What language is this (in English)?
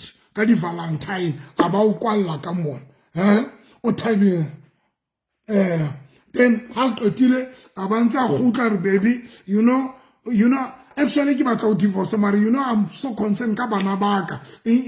Southern Sotho